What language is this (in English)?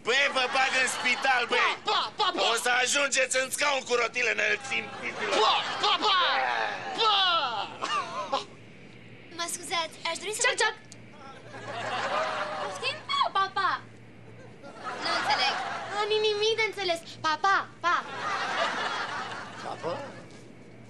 Romanian